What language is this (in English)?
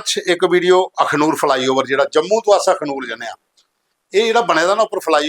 Dogri